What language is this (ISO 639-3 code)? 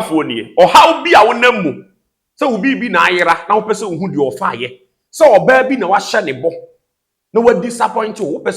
aka